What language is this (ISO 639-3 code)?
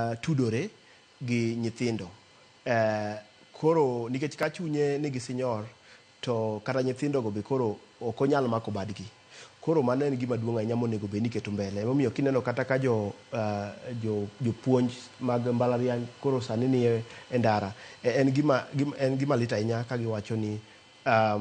luo